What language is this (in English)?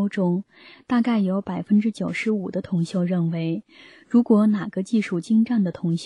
Chinese